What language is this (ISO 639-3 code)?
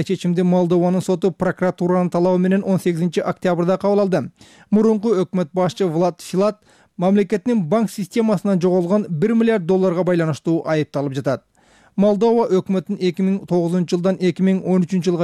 kir